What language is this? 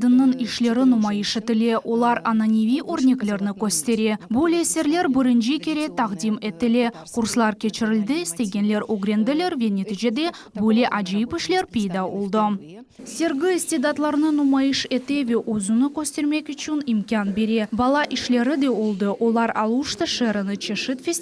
Crimean Tatar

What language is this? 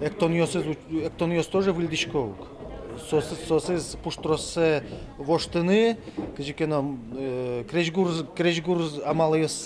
Udmurt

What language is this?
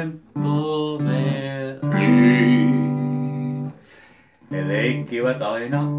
Finnish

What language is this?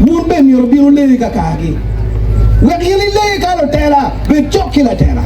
Acoli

